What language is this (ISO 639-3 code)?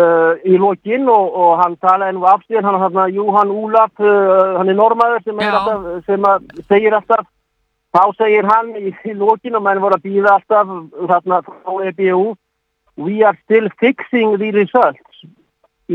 isl